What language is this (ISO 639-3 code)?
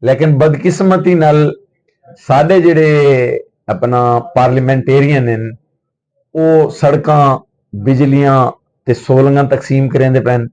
skr